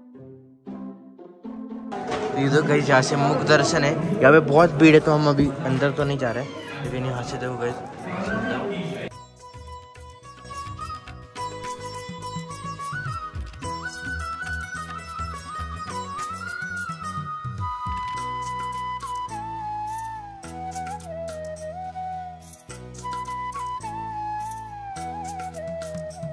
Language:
Hindi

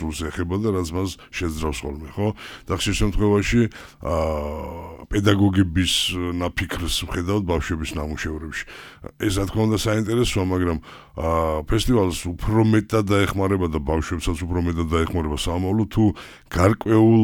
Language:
Georgian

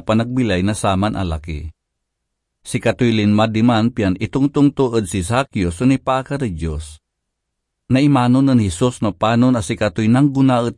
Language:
Pangasinan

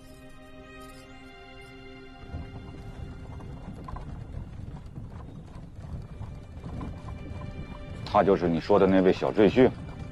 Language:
Chinese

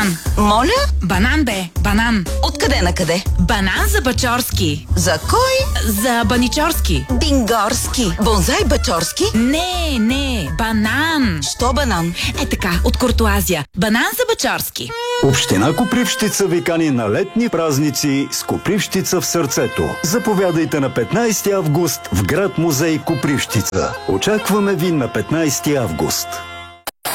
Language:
Bulgarian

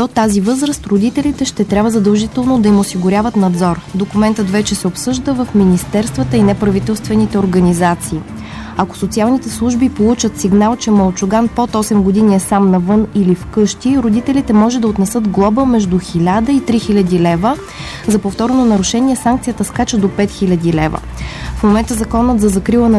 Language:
Bulgarian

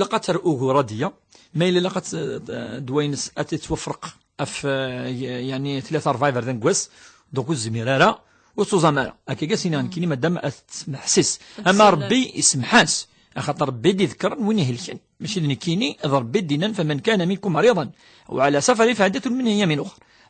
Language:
Kabyle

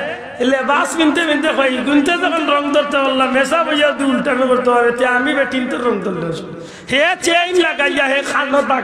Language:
Sylheti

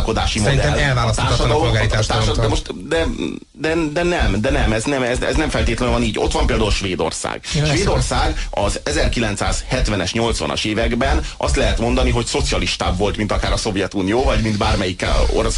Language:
Hungarian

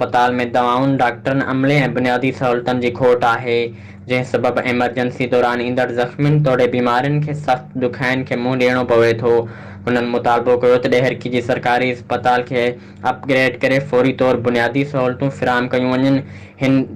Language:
Sindhi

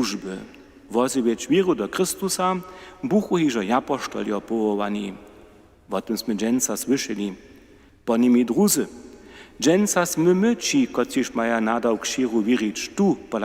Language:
Upper Sorbian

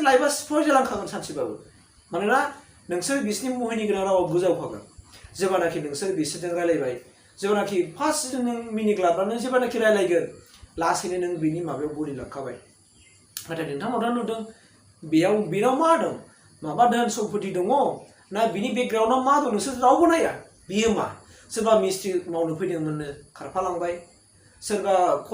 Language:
Bodo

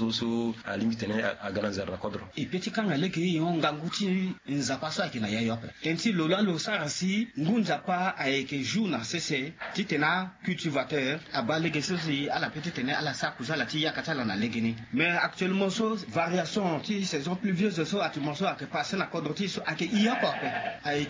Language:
Sango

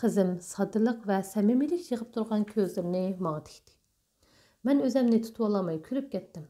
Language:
Uyghur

